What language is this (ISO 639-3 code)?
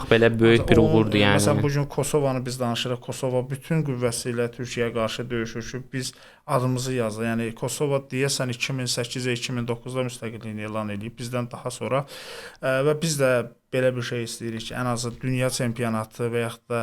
aze